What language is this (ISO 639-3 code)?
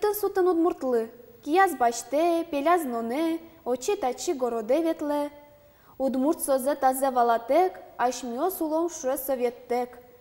udm